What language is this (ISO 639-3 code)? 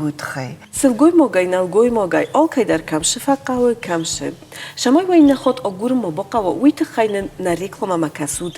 oss